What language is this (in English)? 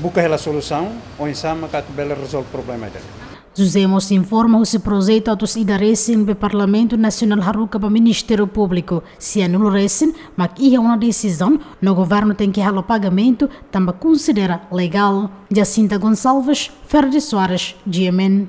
Tetum